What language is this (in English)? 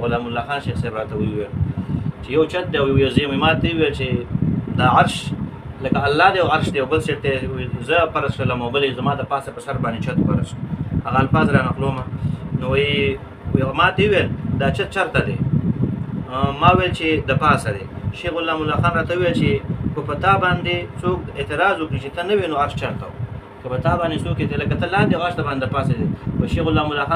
Pashto